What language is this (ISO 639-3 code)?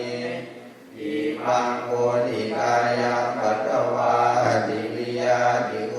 pli